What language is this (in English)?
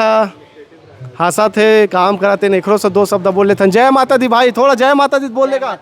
Chhattisgarhi